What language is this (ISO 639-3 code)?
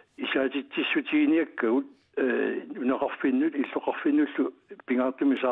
kal